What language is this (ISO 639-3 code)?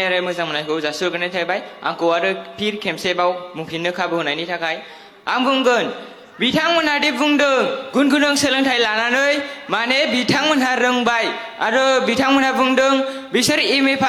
brx